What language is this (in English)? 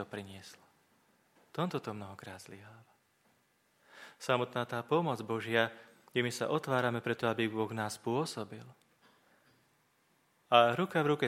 Slovak